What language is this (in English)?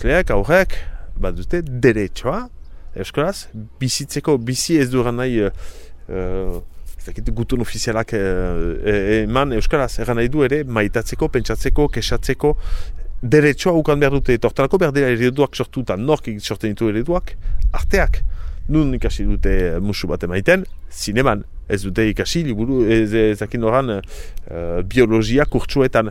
Basque